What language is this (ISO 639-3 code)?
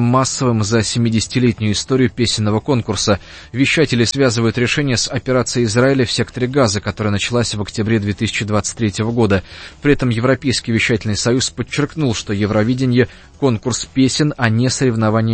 rus